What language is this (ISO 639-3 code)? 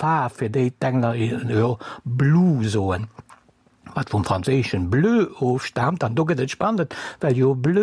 ltz